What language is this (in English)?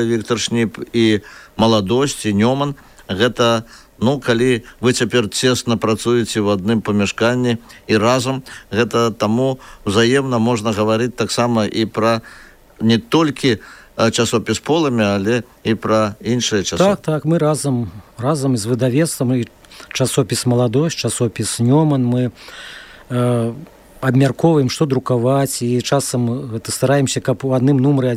Belarusian